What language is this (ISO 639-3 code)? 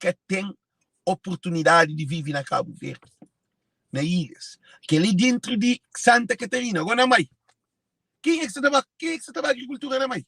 kea